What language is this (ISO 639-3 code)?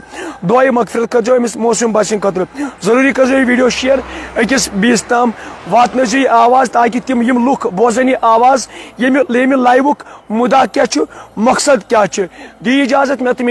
kas